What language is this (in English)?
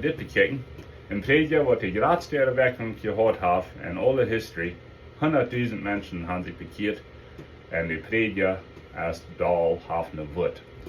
Plautdietsch